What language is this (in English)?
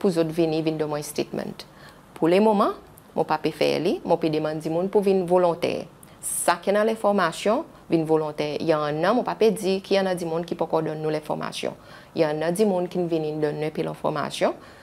Seselwa Creole French